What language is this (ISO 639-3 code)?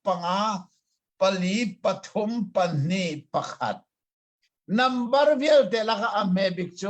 cnh